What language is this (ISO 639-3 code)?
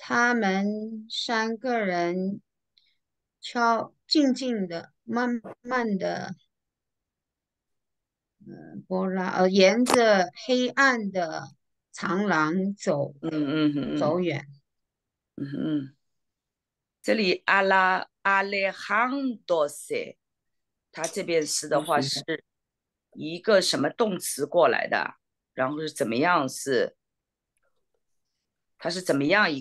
zho